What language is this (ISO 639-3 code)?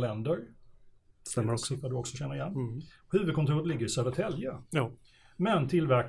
swe